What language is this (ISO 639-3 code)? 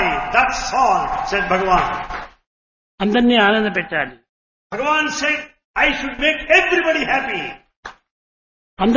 tel